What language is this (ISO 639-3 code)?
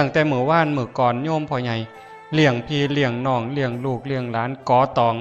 tts